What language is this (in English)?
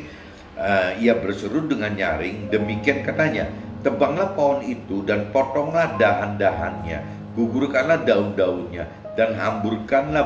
Indonesian